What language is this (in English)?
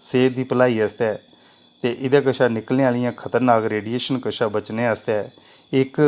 Dogri